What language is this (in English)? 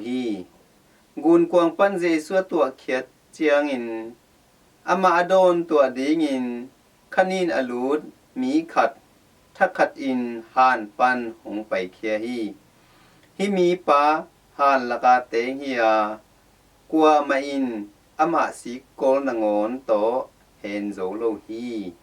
Tedim Chin